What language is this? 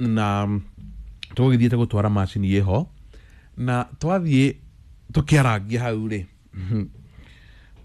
Kikuyu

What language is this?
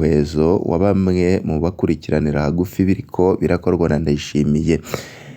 Rundi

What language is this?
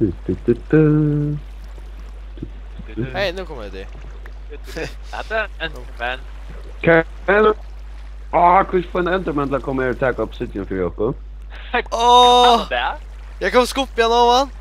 Faroese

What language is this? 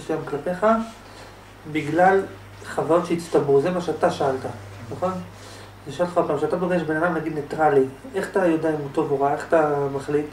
Hebrew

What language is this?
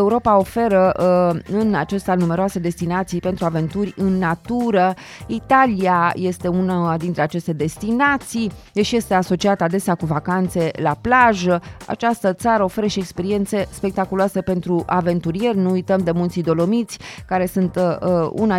Romanian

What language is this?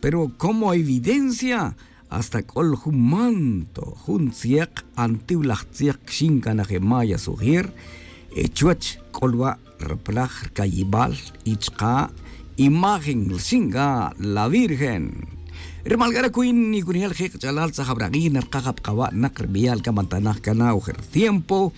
Tz'utujil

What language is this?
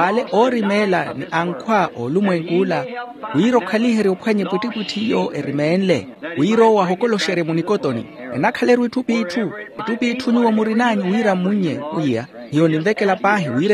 Makhuwa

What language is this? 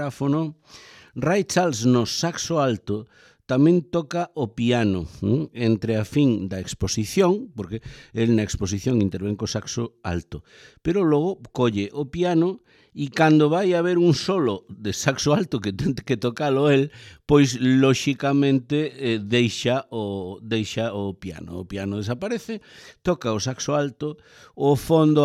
Galician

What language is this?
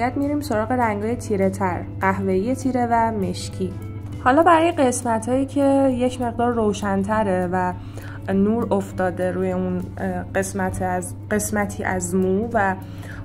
Persian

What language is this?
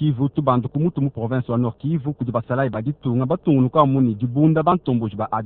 Luba-Lulua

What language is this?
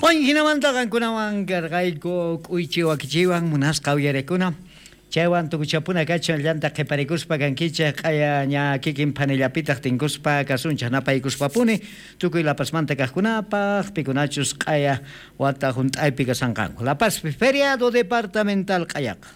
South Bolivian Quechua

